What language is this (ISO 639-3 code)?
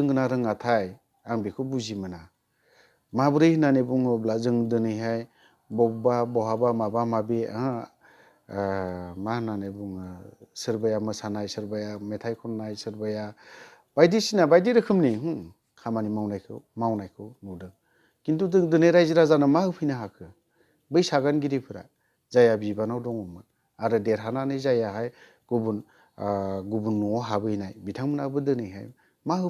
brx